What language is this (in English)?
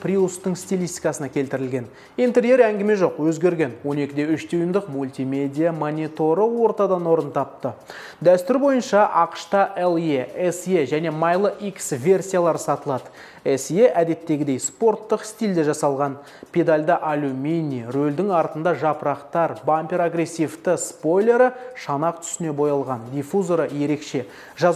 Kazakh